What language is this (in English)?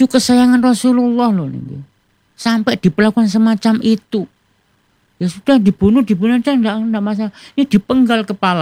Indonesian